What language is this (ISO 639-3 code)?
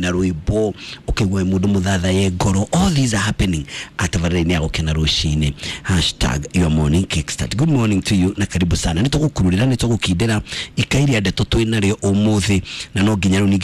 kik